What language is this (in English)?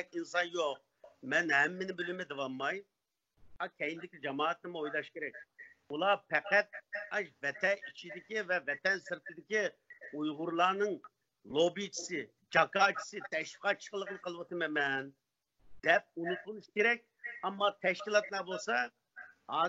Uyghur